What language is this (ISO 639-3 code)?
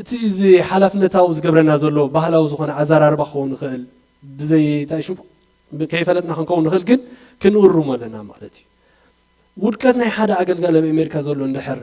tir